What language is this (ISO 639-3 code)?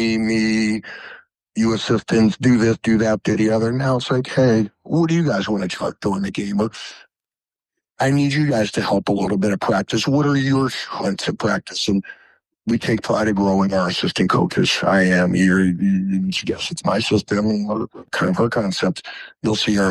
eng